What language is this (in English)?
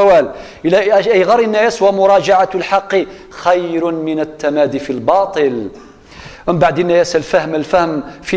Kabyle